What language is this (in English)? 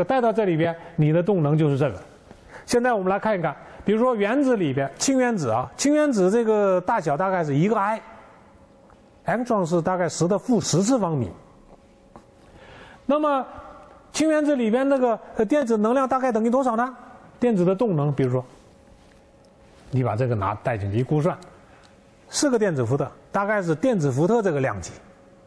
Chinese